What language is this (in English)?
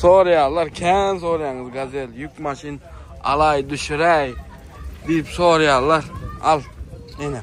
Turkmen